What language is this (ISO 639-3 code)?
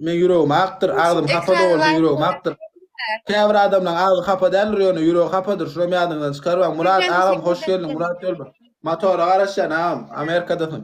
tuk